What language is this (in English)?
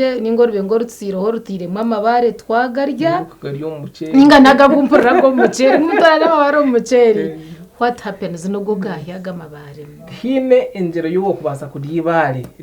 Nyankole